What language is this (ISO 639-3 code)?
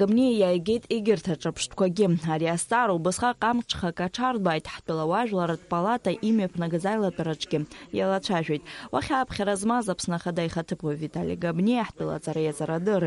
abk